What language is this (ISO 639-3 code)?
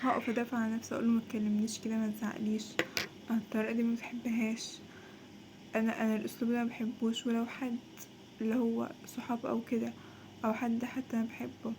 arz